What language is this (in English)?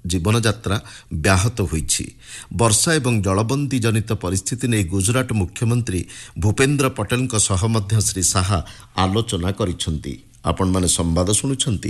Odia